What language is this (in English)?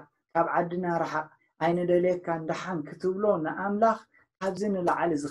Tigrinya